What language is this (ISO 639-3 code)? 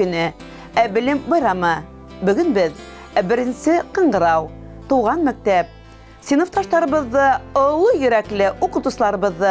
bak